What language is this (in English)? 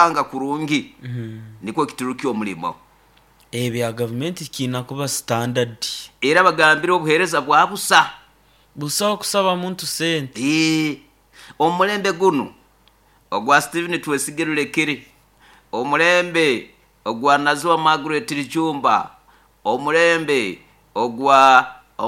Nyoro